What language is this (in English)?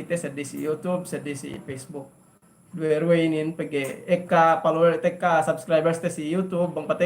Yakan